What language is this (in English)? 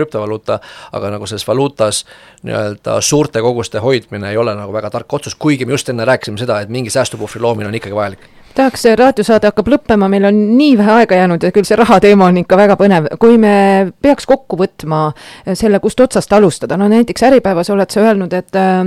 Estonian